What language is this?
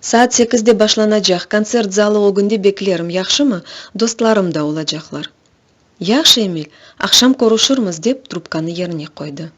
Crimean Tatar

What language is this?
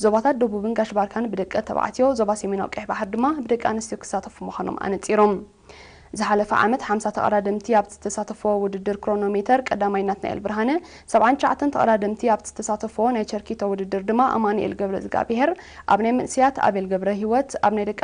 Tigrinya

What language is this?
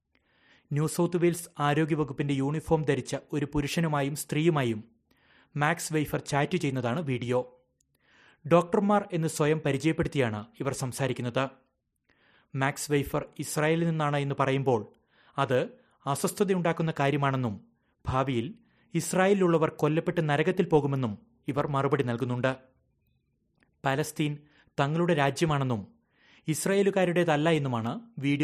Malayalam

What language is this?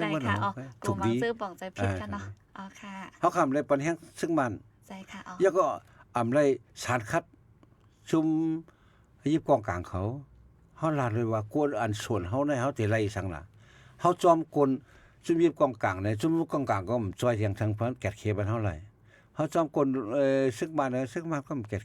Shan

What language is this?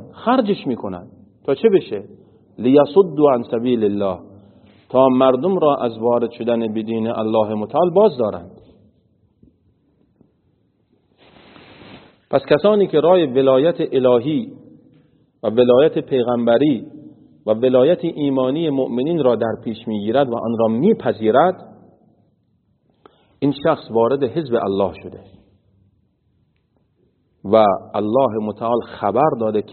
Persian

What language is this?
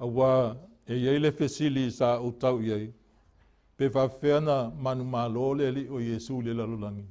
Samoan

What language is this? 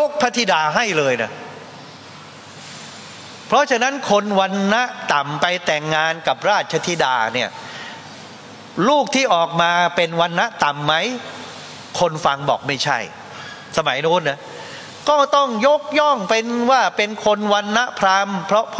Thai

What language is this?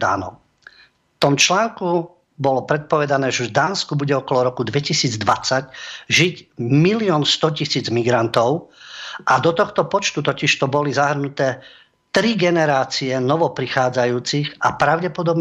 Slovak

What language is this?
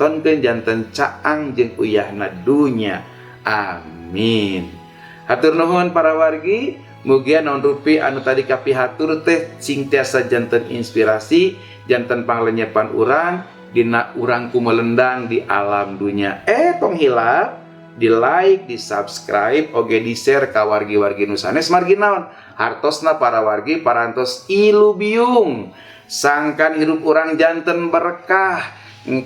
Sundanese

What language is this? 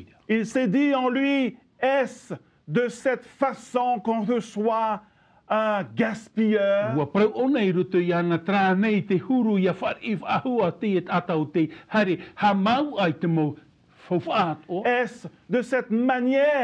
Tahitian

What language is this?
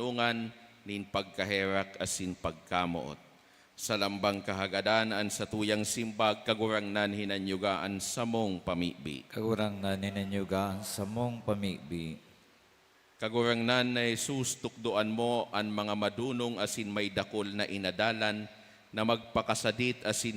Bikol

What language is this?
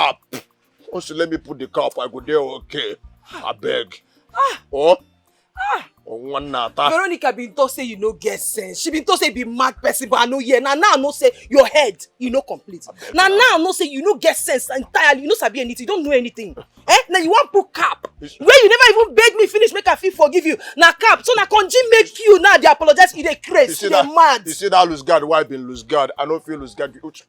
Nigerian Pidgin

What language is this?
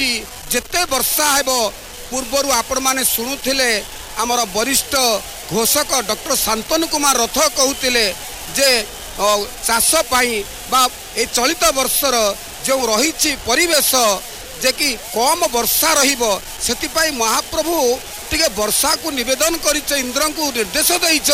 Odia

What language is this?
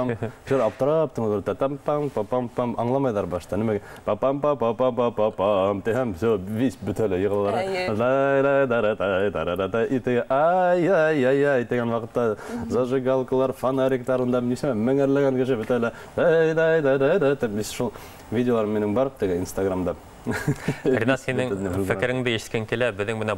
Bashkir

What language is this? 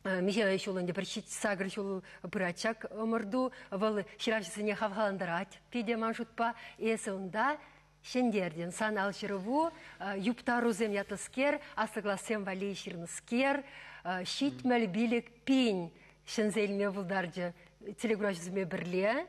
Chuvash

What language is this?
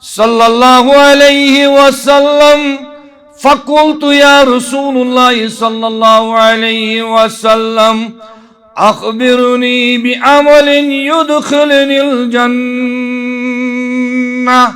Kashmiri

